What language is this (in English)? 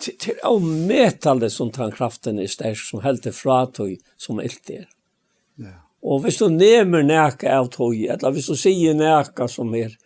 Faroese